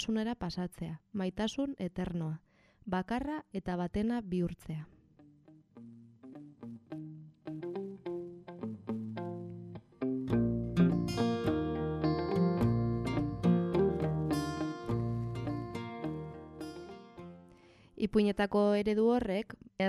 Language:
Basque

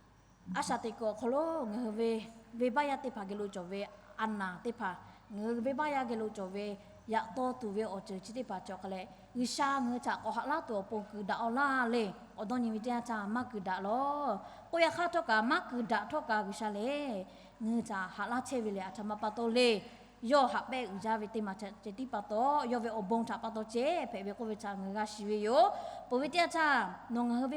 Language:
Lahu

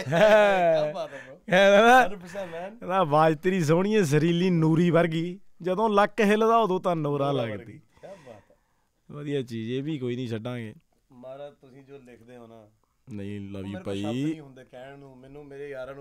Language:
Punjabi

